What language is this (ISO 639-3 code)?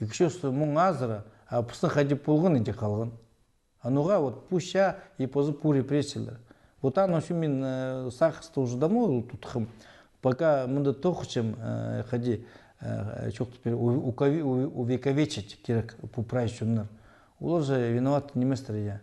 kjh